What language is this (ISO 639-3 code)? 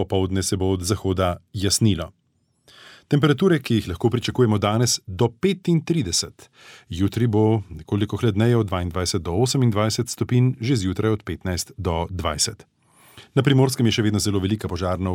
slv